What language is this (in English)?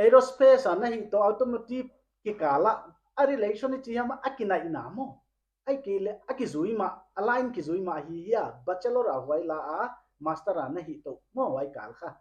Paite Chin